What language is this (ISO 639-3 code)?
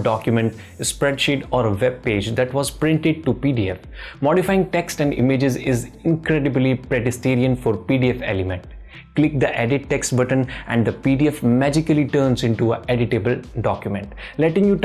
eng